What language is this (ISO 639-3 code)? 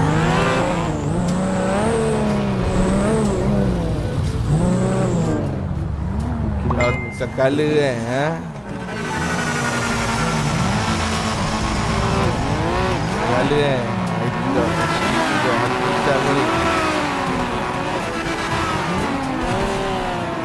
msa